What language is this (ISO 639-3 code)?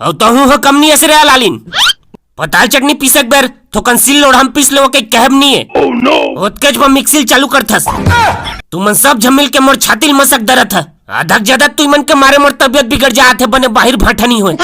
hne